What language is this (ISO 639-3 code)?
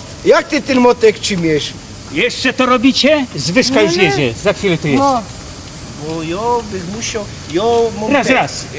szl